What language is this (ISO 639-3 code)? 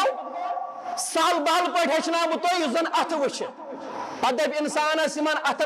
kas